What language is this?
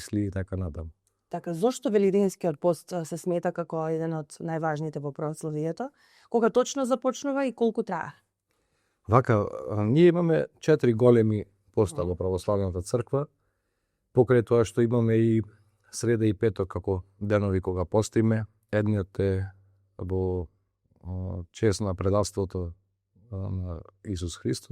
Macedonian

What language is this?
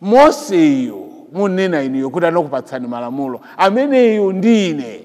Nyanja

